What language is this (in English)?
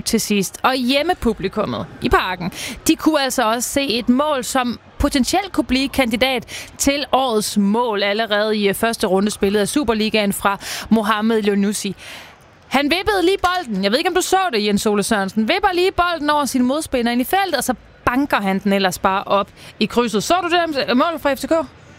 Danish